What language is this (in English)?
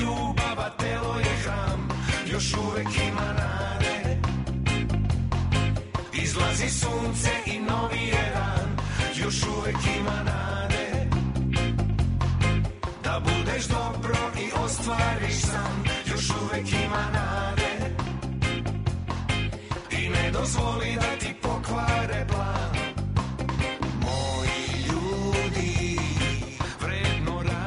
Serbian